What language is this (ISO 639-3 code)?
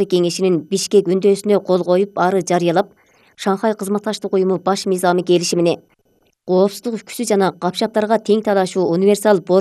kir